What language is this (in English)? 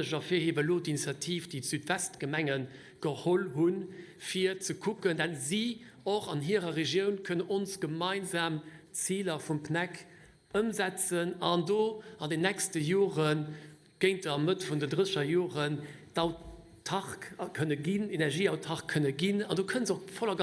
Luxembourgish